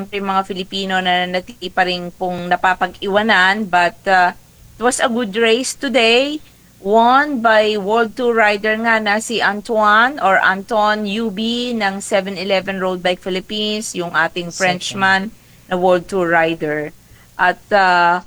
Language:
Filipino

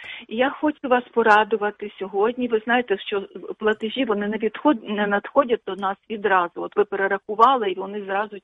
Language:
Ukrainian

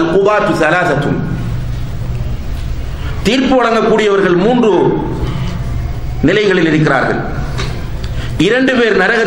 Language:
Tamil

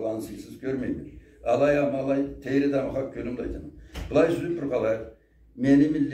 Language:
Karachay-Balkar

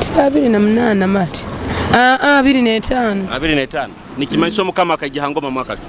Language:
Nyoro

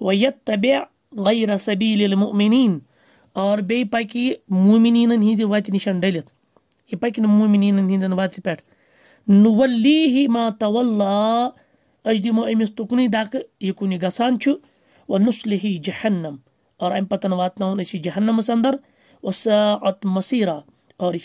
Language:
Kashmiri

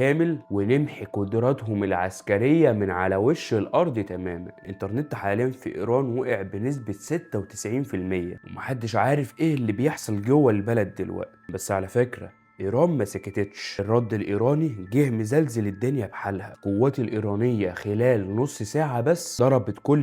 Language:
Egyptian Arabic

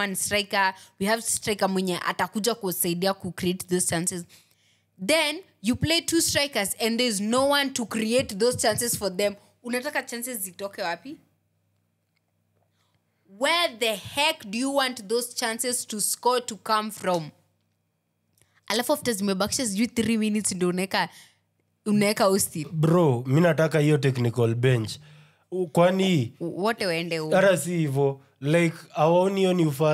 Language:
Swahili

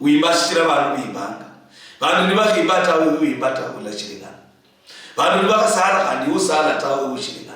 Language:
Luyia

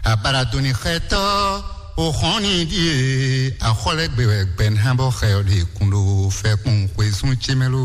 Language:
Fon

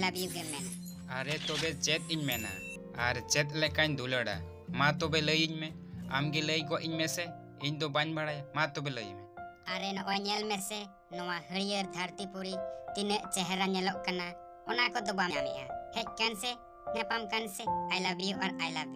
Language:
Santali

